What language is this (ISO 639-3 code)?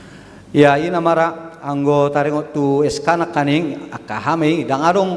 bbc